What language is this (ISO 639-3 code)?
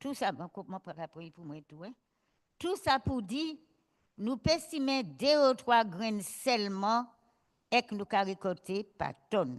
gcf